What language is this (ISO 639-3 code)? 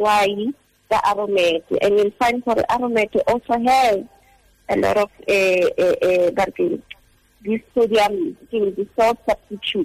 tsn